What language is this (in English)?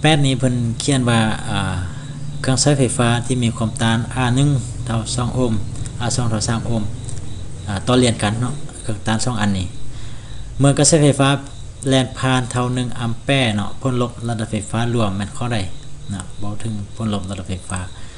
Lao